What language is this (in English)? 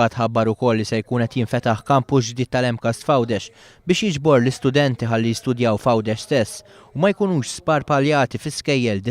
Maltese